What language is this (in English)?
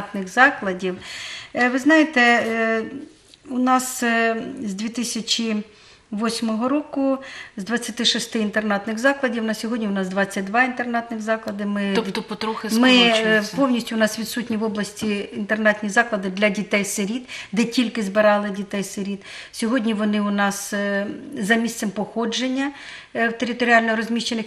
Ukrainian